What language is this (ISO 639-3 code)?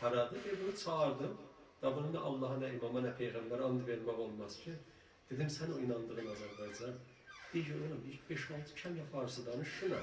azb